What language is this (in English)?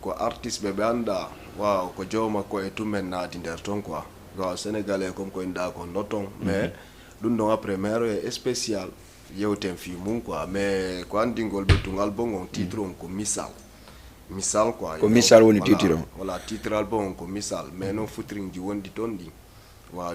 Fula